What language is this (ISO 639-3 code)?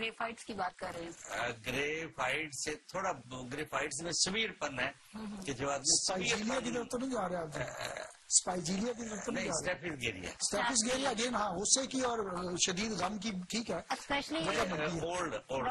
urd